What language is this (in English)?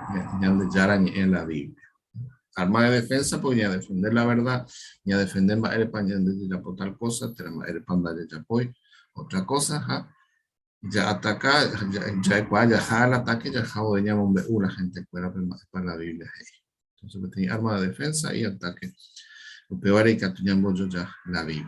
Guarani